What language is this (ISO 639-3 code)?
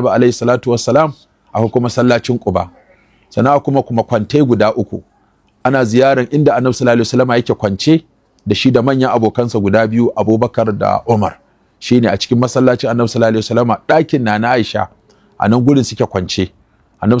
hau